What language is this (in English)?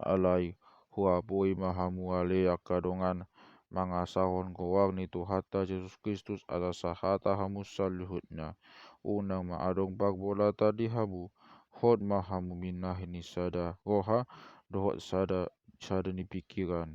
Batak Toba